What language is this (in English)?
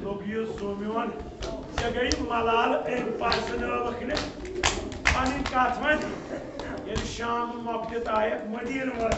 Kashmiri